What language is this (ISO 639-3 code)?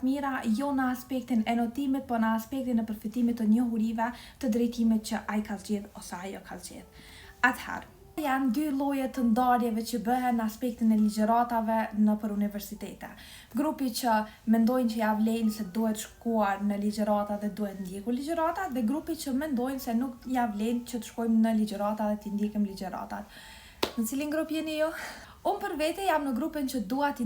sqi